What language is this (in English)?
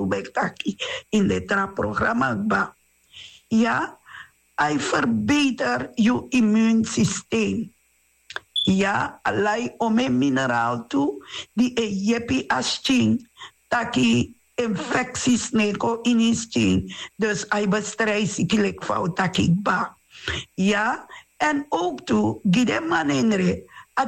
Sranan Tongo